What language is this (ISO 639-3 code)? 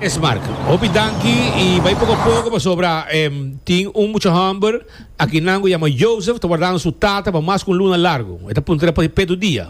pap